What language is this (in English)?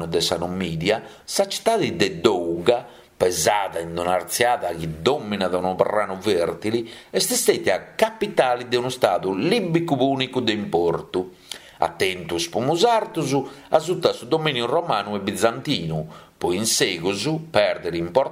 Sardinian